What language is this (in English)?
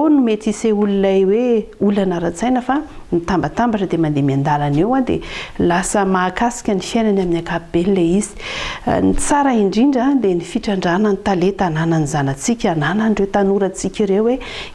Malagasy